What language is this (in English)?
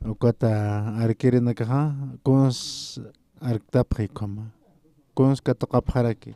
Aymara